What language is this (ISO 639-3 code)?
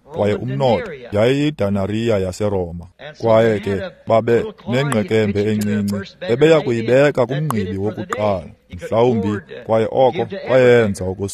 xho